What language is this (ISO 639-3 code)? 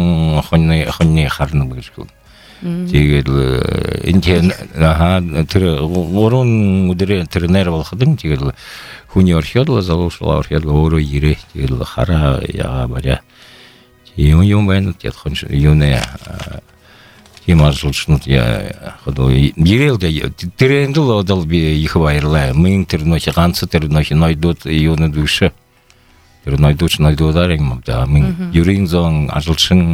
bua